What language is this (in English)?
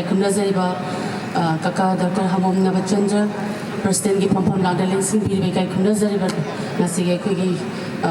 Manipuri